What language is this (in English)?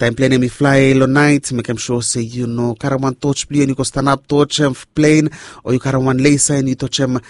Bislama